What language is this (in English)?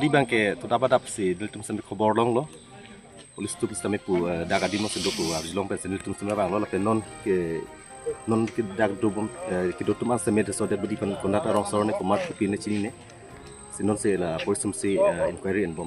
Karbi